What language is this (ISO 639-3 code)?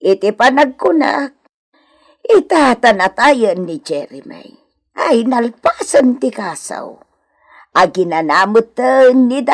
ilo